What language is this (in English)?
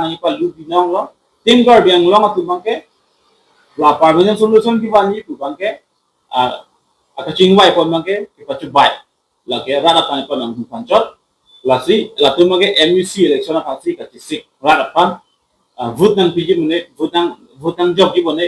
Karbi